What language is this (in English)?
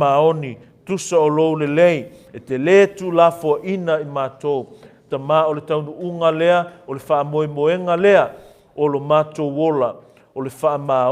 Samoan